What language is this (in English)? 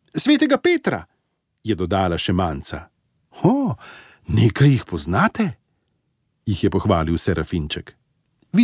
Slovenian